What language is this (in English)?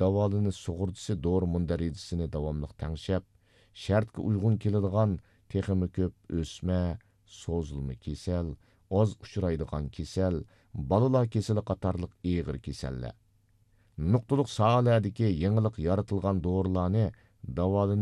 Uyghur